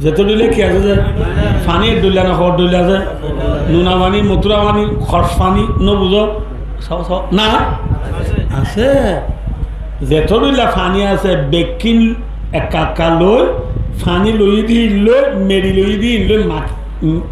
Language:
Rohingya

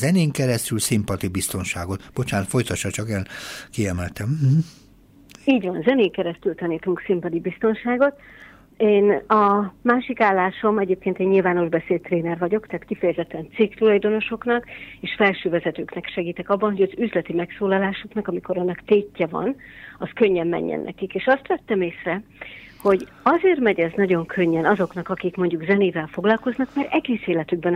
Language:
Hungarian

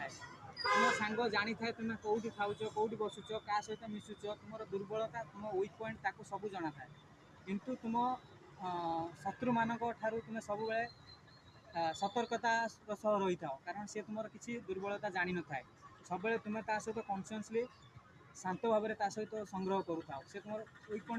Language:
Odia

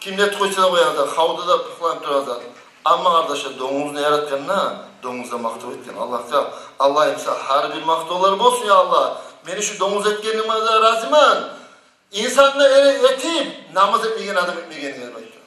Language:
Kumyk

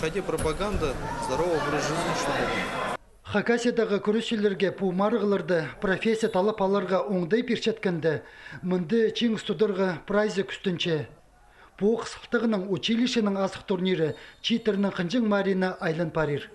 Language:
Khakas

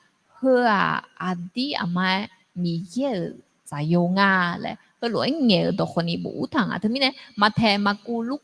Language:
Akha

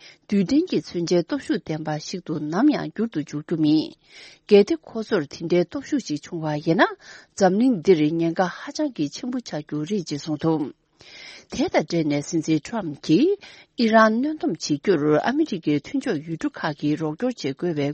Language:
Tibetan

